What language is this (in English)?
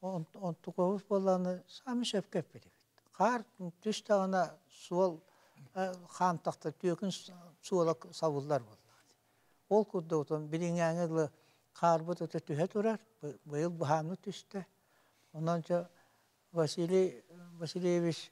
Yakut